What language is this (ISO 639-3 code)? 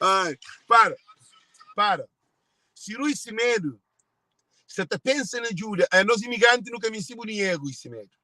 kea